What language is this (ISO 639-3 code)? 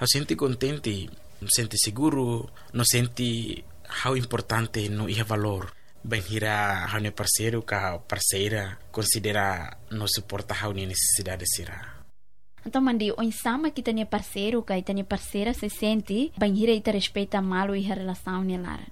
tet